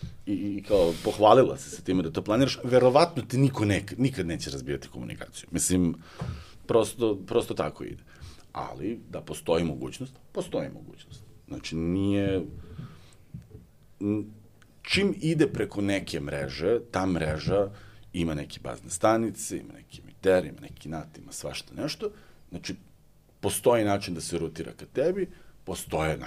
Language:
Serbian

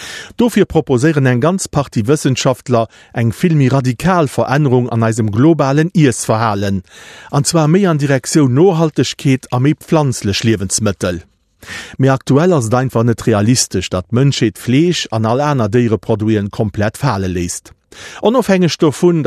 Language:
Luxembourgish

